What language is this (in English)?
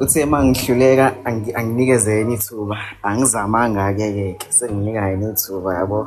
Zulu